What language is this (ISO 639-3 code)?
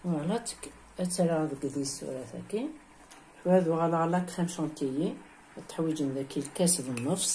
kab